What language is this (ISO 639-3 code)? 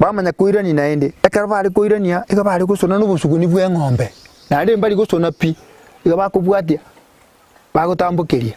guz